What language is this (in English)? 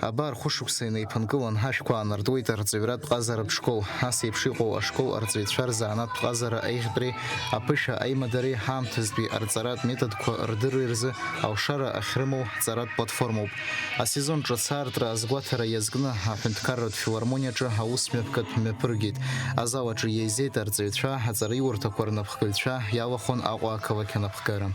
Abkhazian